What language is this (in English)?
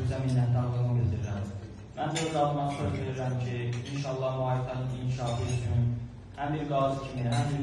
Azerbaijani